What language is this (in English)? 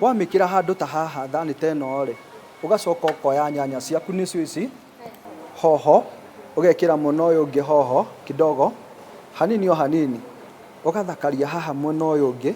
Kikuyu